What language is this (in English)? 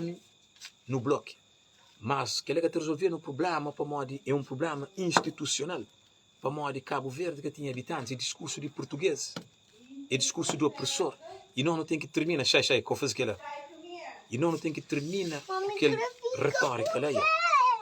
Kabuverdianu